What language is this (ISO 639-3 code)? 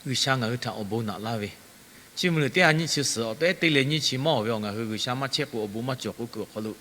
lhu